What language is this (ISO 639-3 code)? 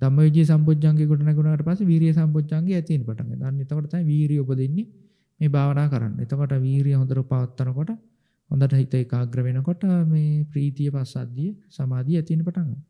sin